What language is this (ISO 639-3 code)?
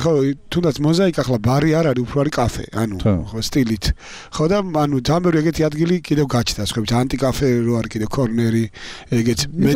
kat